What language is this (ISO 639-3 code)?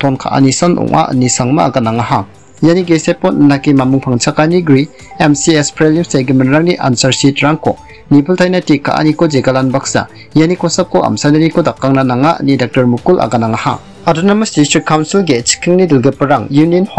grt